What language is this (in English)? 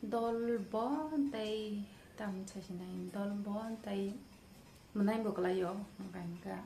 Kok Borok